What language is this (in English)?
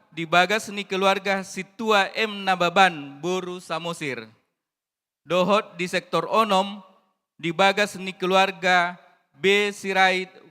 Batak Toba